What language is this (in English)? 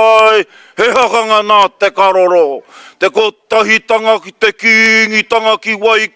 Māori